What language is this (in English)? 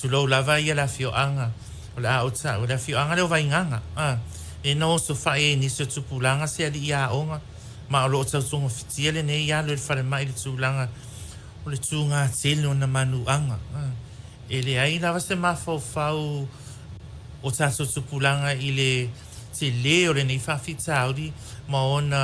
Samoan